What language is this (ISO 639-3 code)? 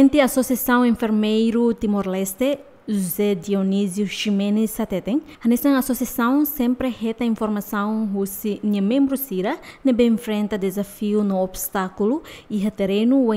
tet